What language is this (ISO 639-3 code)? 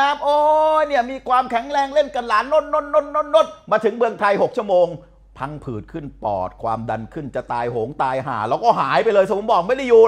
tha